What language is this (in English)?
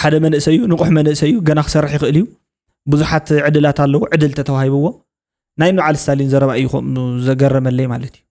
Tigrinya